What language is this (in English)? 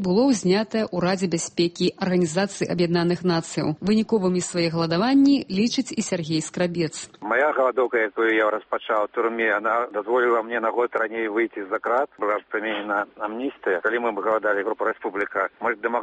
Belarusian